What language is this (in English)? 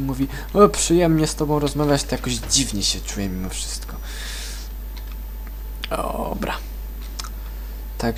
Polish